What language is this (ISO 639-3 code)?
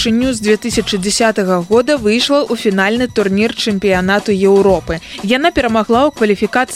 bel